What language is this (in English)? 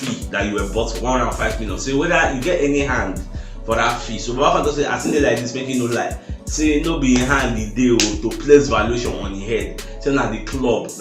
Nigerian Pidgin